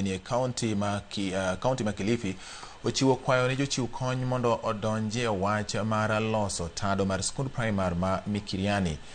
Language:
Luo (Kenya and Tanzania)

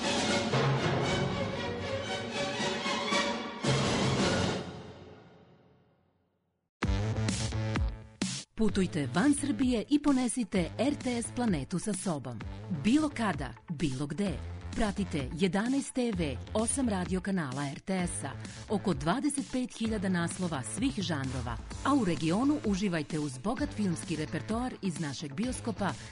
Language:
Serbian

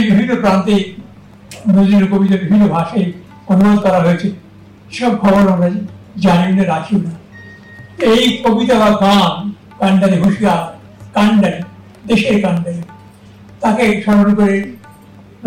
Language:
Bangla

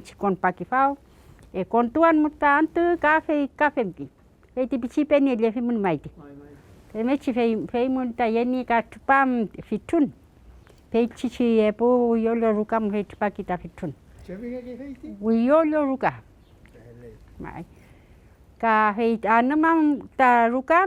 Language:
Mapuche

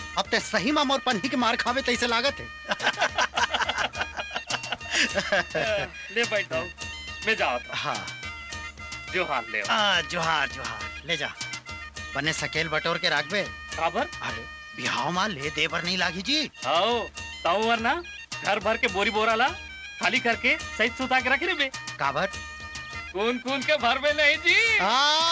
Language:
Chhattisgarhi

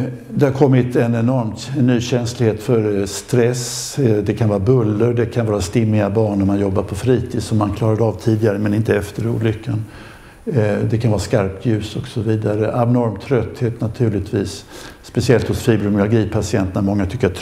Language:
Swedish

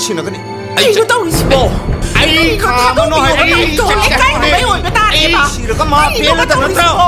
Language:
Manipuri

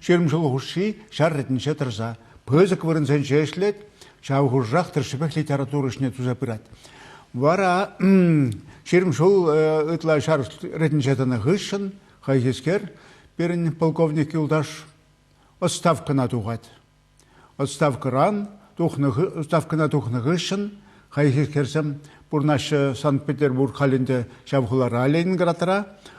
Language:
Chuvash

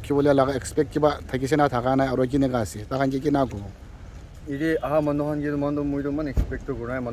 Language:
Naga Pidgin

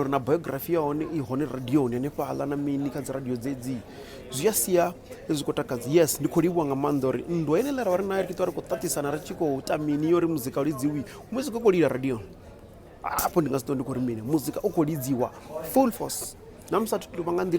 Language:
Venda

